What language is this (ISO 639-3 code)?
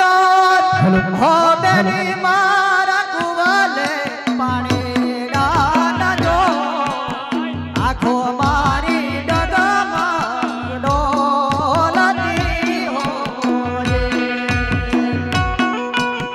guj